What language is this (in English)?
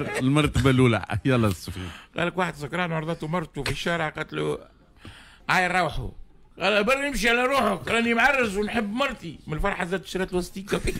Tunisian Arabic